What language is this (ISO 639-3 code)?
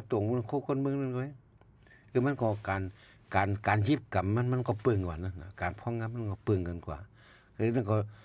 shn